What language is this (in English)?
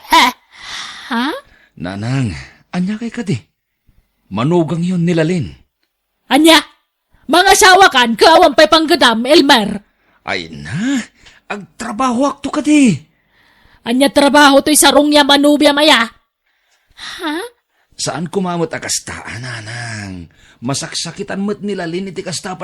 Iloko